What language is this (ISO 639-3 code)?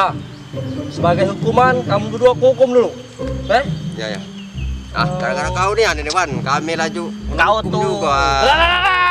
mui